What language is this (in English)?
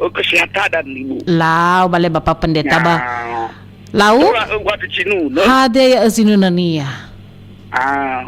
Nias